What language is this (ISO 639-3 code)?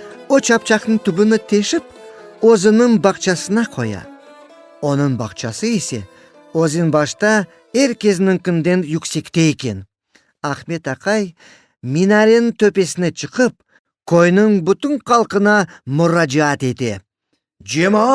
crh